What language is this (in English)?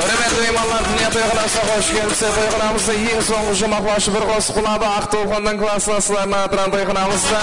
Kara-Kalpak